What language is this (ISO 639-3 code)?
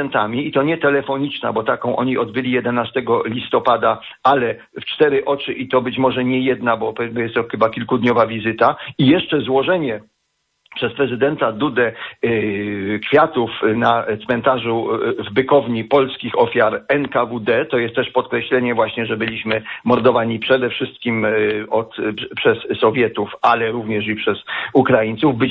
pol